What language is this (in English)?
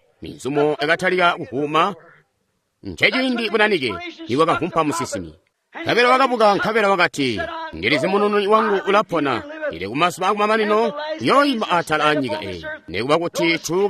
Tonga (Zambia)